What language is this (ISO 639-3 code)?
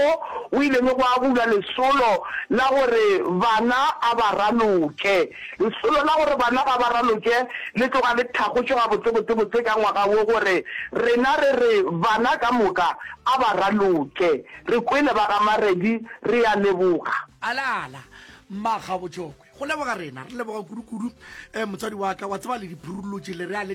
nso